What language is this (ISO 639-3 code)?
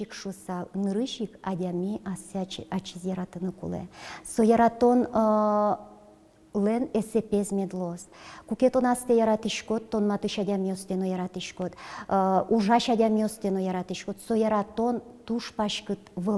udm